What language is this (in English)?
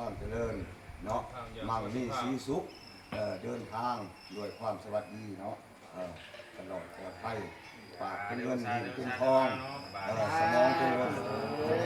Lao